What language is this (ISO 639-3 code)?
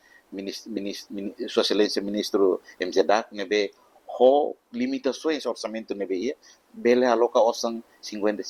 tet